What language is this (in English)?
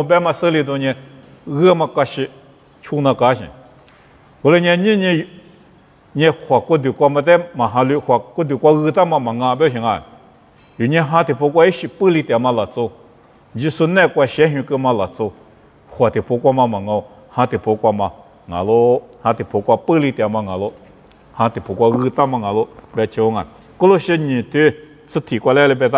Lisu